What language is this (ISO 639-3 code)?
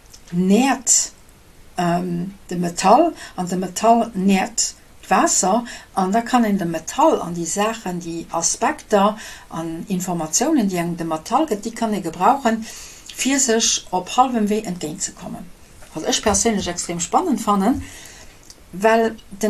ltz